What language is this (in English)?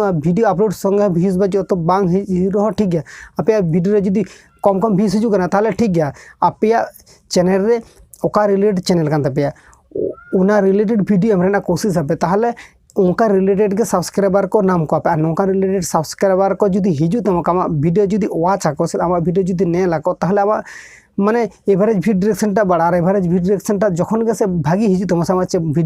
Santali